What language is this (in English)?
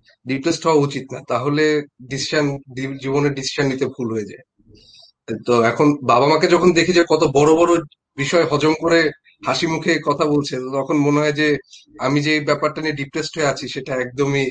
Bangla